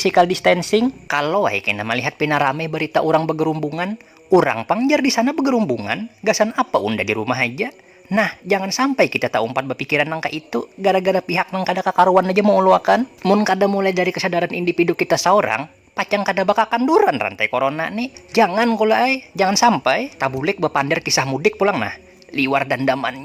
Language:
Banjar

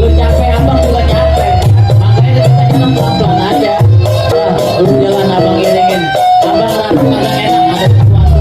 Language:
Betawi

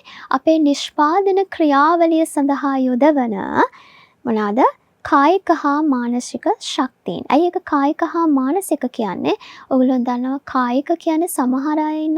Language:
Sinhala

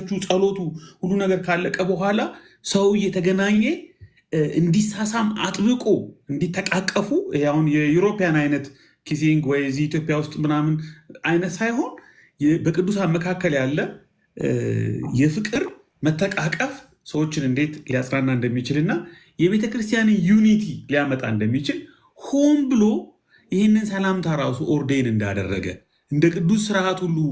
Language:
Amharic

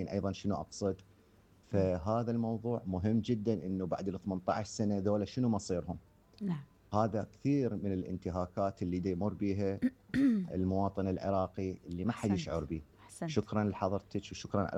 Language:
Mesopotamian Arabic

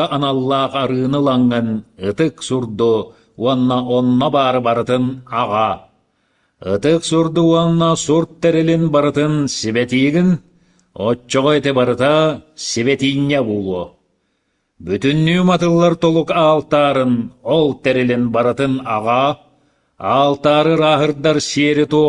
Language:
Yakut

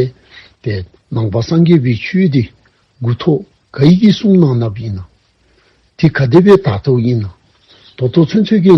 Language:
Dzongkha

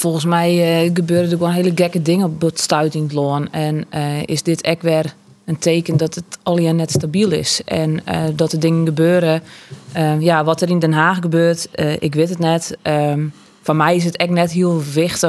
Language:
Western Frisian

